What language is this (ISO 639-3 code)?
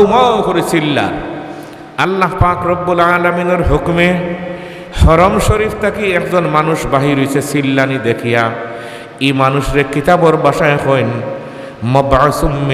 syl